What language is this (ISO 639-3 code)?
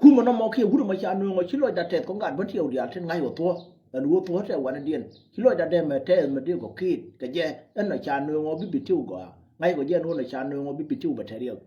nus